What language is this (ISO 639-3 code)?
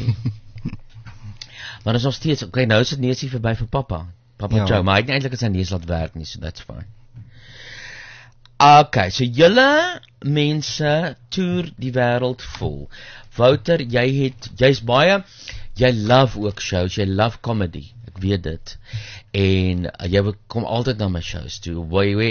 afr